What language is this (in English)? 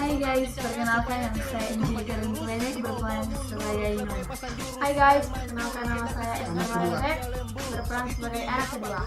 Manado Malay